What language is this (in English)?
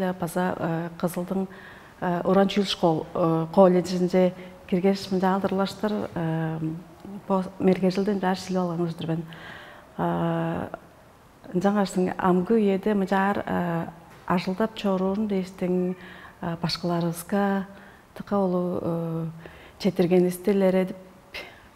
Tuvinian